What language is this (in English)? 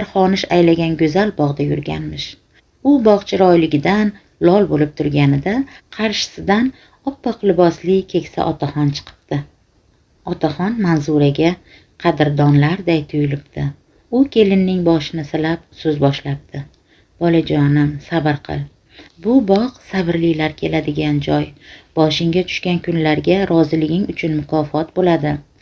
Uzbek